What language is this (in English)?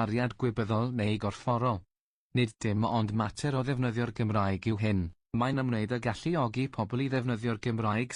Welsh